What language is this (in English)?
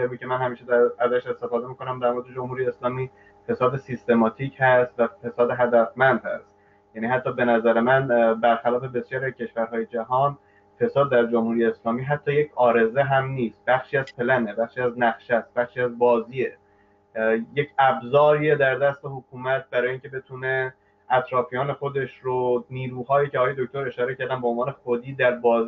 Persian